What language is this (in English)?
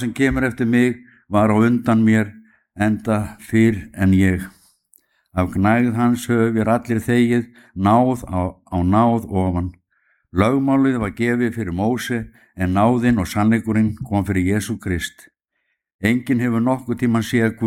Icelandic